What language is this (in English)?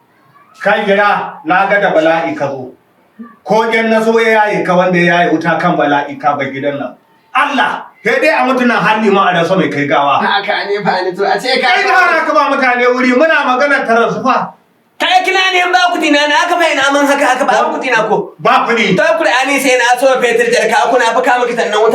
Hausa